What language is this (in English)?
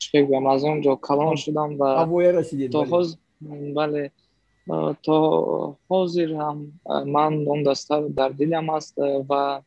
Tajik